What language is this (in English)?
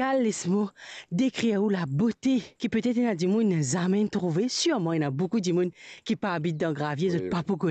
Morisyen